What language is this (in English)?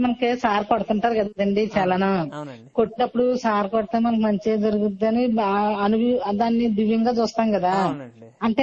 Telugu